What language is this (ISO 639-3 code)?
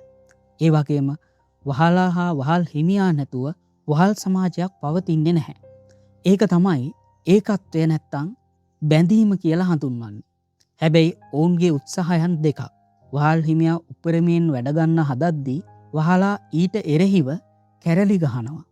sin